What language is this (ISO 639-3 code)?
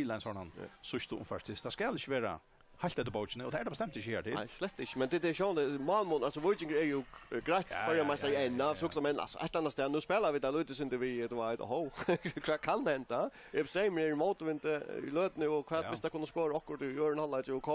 fao